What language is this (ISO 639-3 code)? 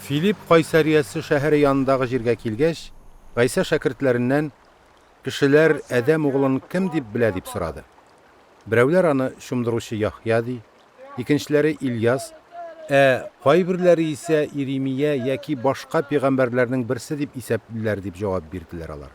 tat